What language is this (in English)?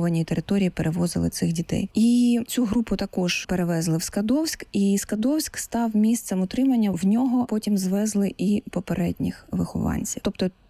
Ukrainian